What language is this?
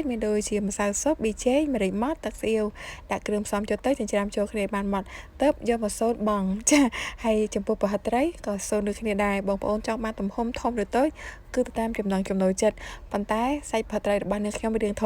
Khmer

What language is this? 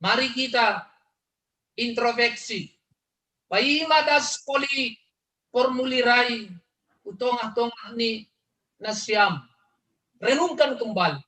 Batak Simalungun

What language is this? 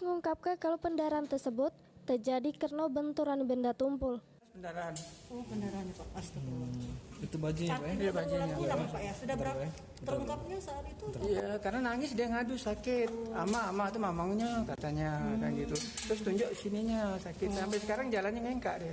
Musi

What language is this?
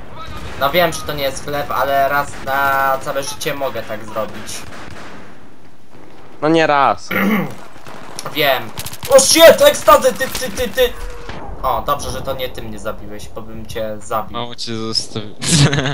Polish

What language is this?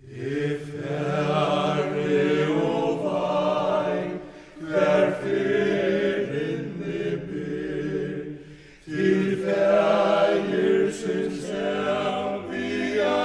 Faroese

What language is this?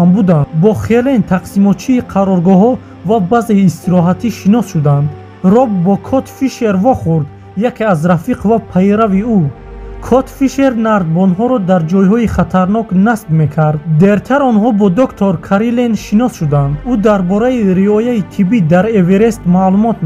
Tajik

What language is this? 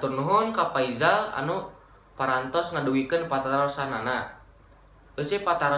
Sundanese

